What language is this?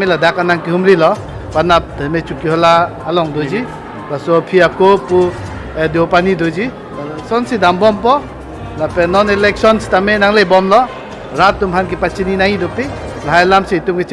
Karbi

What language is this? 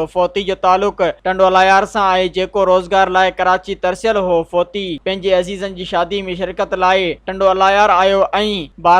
Sindhi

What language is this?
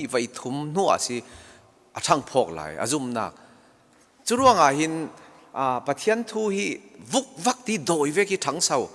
Falam Chin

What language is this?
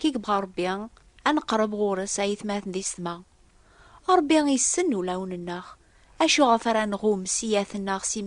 Kabyle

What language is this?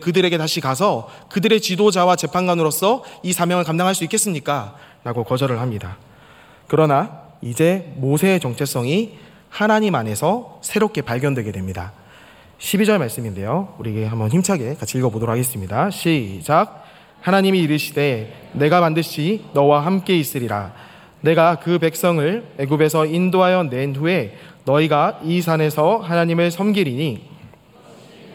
Korean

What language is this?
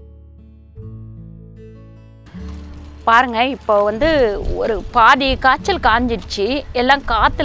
Tamil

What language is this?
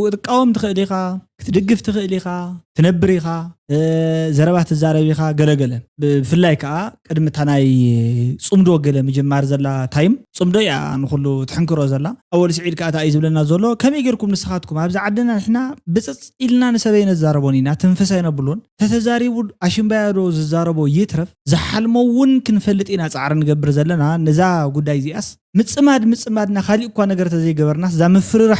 Tigrinya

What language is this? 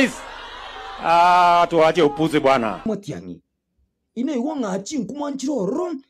Gusii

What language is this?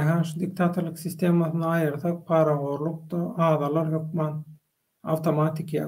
Turkmen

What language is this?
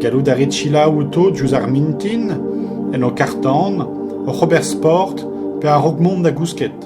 Breton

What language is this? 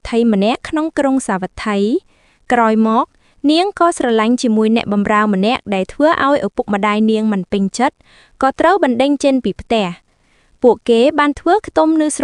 Khmer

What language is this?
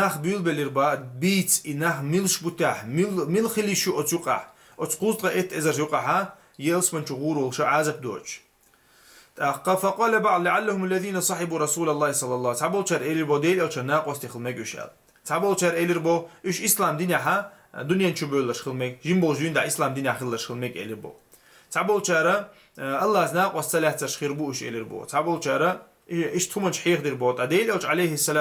Chechen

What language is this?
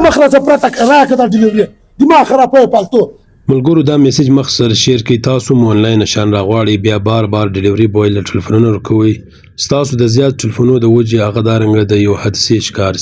Pashto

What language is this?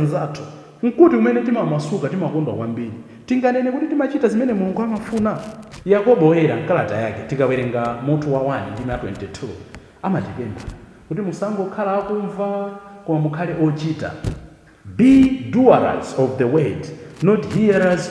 Nyanja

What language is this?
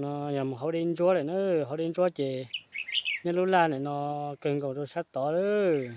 Hmong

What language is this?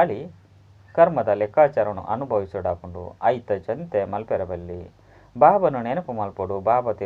Tulu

